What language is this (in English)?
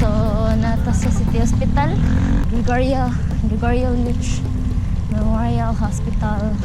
Cebuano